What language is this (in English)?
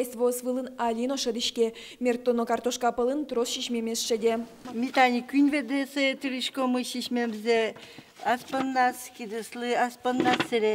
Udmurt